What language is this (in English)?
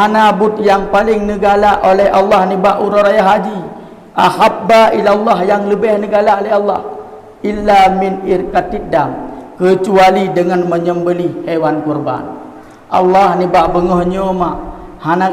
Achinese